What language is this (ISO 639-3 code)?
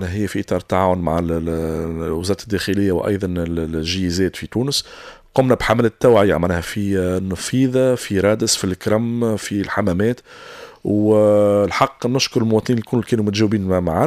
aeb